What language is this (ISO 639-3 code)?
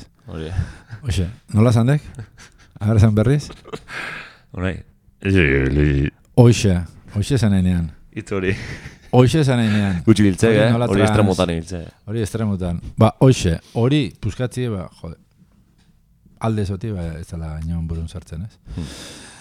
eus